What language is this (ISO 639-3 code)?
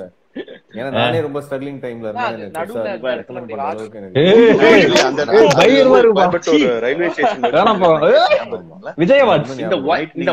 tam